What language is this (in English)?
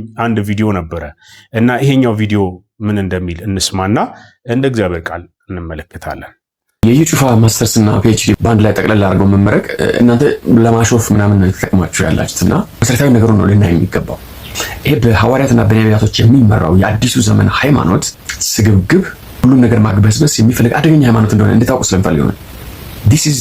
Amharic